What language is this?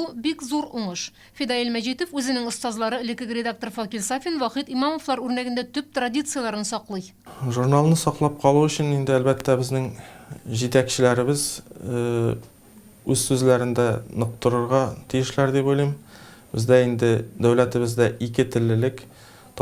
Tatar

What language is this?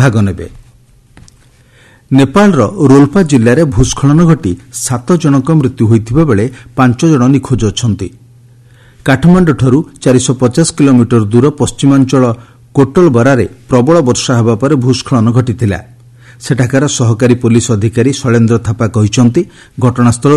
Odia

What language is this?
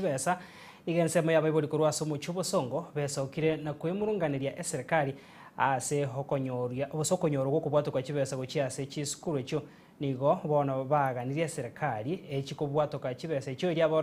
Gusii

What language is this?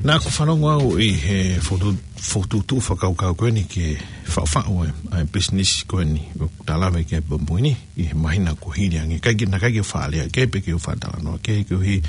Tongan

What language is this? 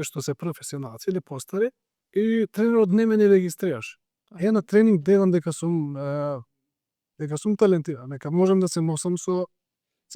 Macedonian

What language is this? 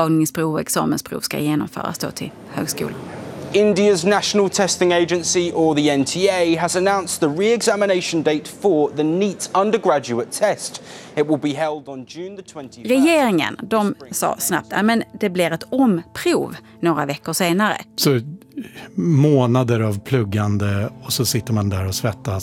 Swedish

